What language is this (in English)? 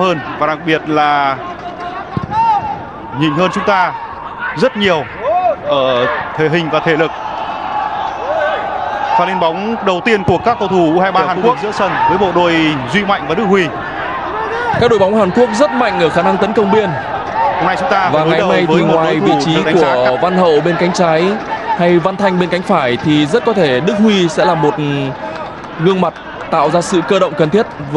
Vietnamese